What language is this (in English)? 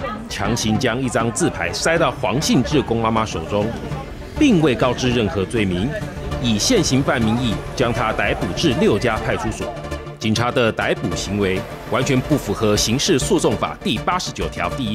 Chinese